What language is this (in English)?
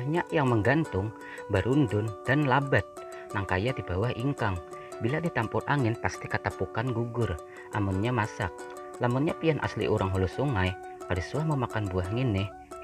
Banjar